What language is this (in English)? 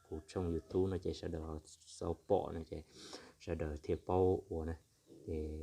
Hmong